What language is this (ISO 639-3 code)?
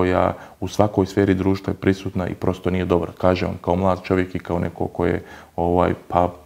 bos